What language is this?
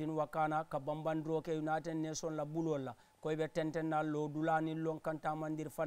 Mandingo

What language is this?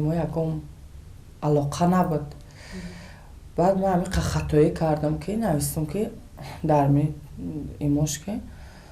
Tajik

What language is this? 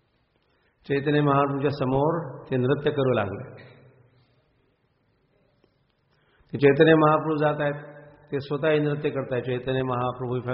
Marathi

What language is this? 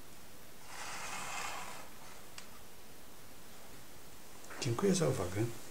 Polish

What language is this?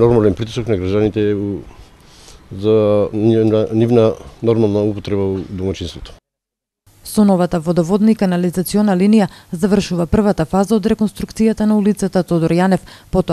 Macedonian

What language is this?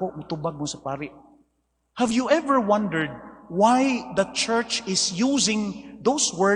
Cebuano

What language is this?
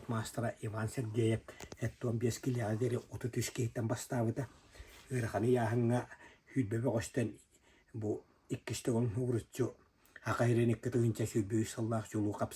Yakut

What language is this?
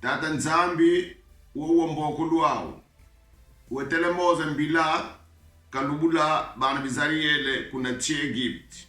Kongo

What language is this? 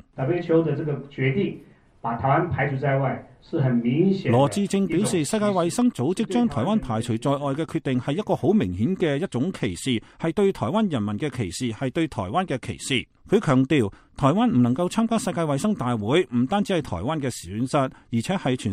Cantonese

